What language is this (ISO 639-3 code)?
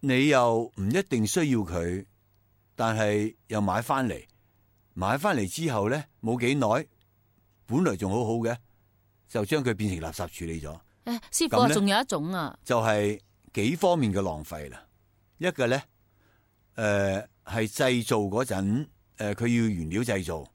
yue